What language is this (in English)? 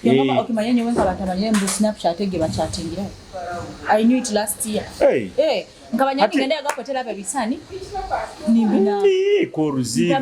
Nyoro